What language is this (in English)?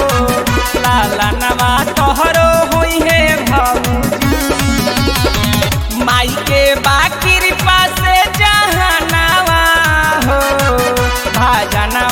Bhojpuri